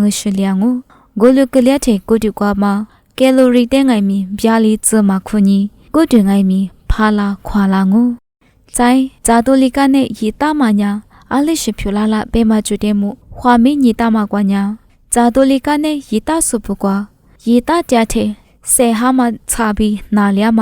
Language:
Lisu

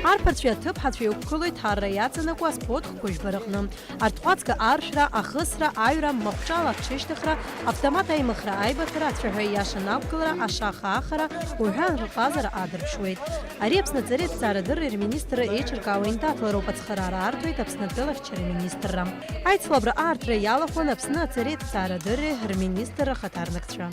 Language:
Abkhazian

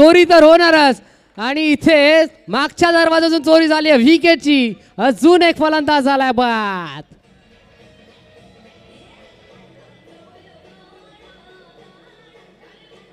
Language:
Marathi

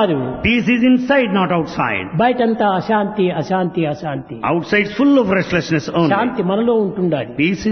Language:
Telugu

